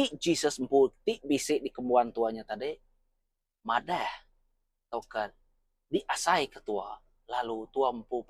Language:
Iban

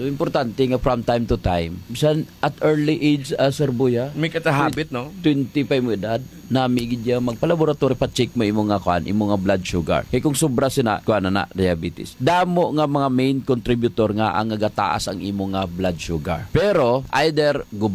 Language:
Hiligaynon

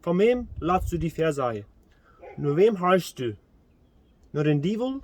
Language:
Plautdietsch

